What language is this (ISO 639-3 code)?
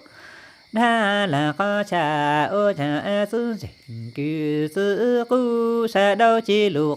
hmn